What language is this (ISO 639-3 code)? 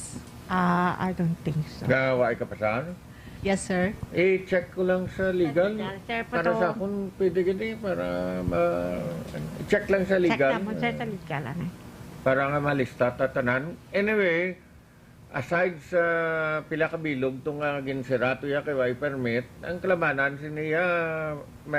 hil